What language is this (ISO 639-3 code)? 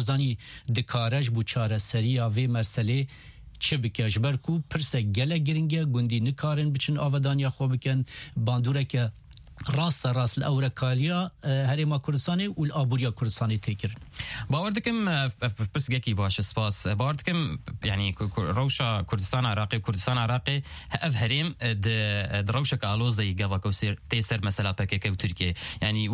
kur